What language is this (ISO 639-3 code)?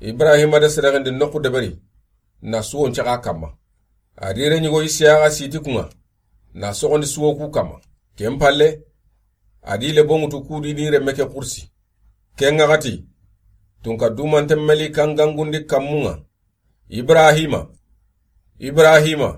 snk